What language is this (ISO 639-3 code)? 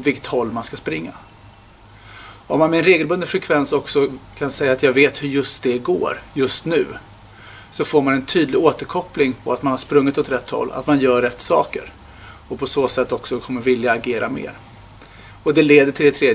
swe